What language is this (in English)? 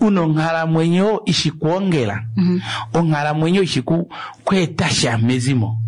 Kuanyama